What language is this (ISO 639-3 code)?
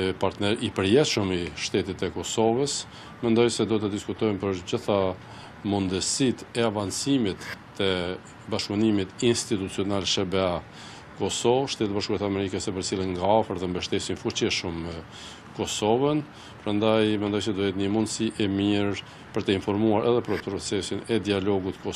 sqi